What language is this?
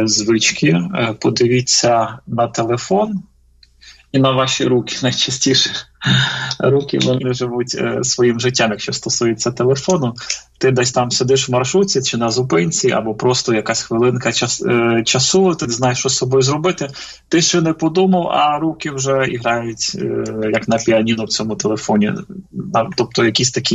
Ukrainian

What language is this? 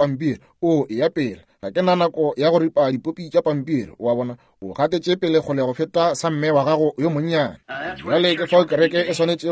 Northern Sotho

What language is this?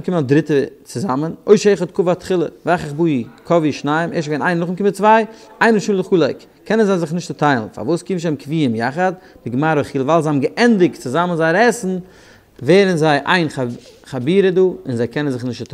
Yiddish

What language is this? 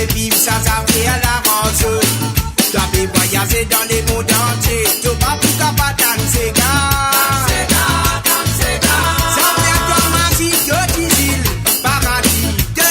Morisyen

